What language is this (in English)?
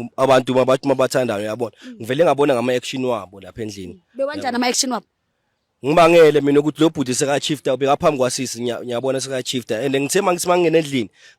Zulu